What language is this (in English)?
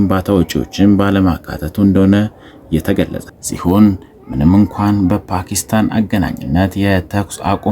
Amharic